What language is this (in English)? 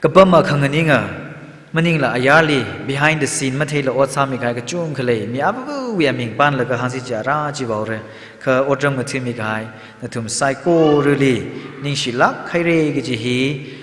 Tangkhul Naga (India)